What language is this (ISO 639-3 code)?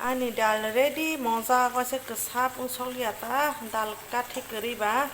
trp